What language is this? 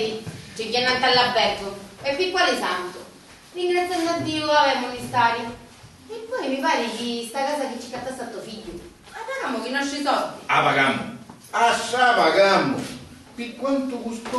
Sicilian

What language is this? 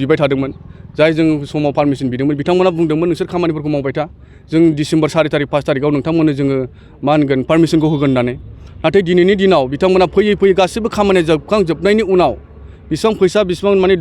Bodo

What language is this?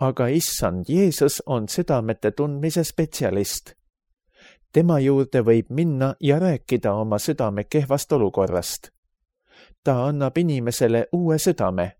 Estonian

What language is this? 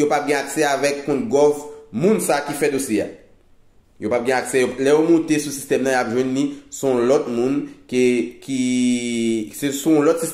Haitian Creole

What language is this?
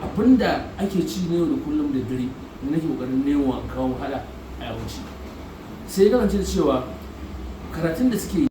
Hausa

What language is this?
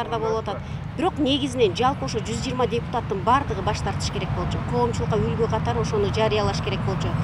Kyrgyz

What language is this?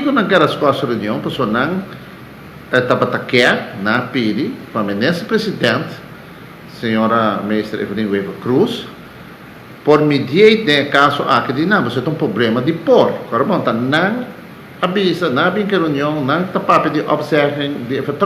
Papiamento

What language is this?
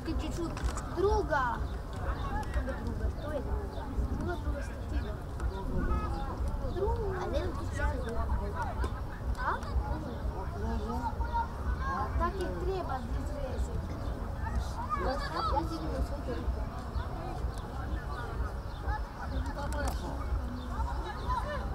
Croatian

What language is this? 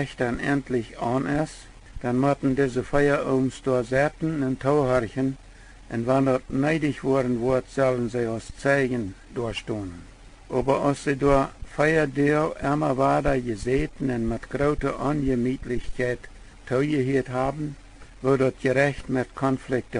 Plautdietsch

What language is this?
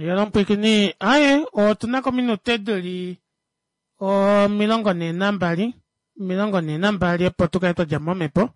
Kuanyama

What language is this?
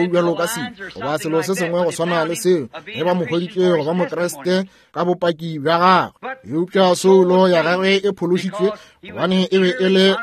Northern Sotho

